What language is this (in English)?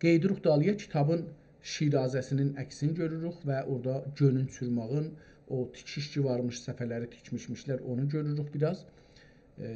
South Azerbaijani